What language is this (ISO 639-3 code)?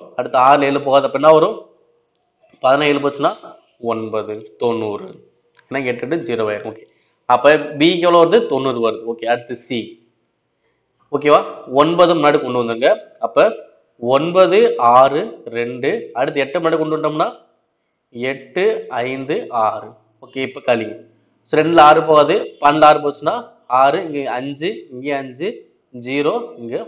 tam